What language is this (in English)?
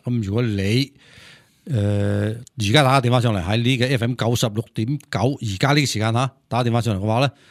Cantonese